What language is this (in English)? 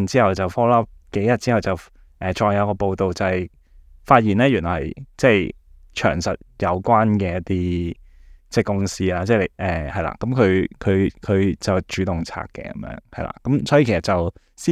Cantonese